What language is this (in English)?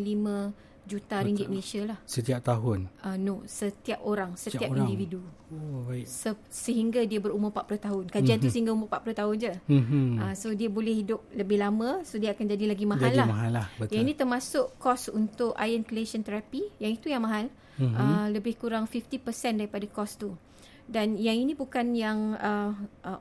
Malay